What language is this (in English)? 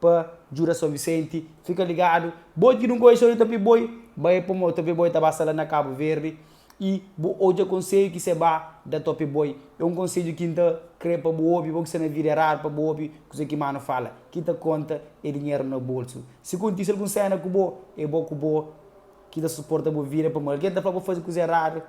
Kabuverdianu